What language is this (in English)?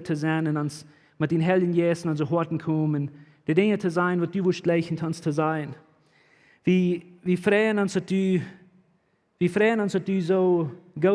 Plautdietsch